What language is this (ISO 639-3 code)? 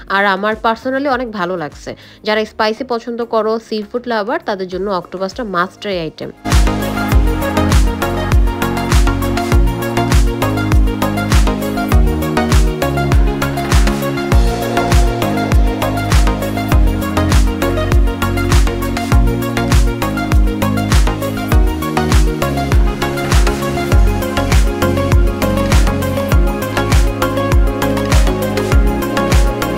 ben